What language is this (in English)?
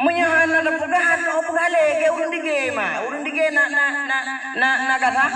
Achinese